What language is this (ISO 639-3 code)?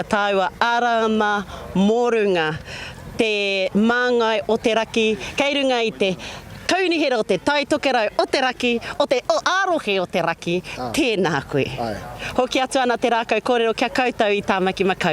mri